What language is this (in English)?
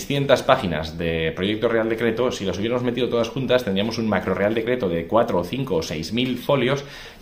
Spanish